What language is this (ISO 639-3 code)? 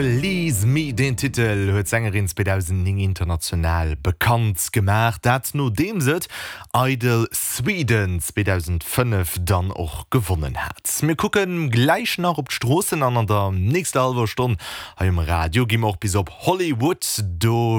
ltz